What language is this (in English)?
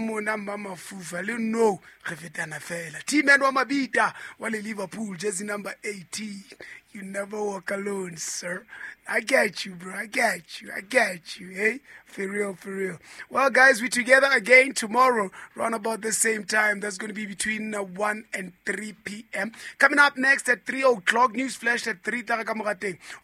Southern Sotho